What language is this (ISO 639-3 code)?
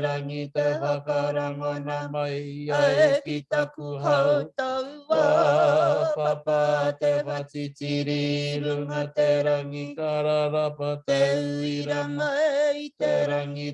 mri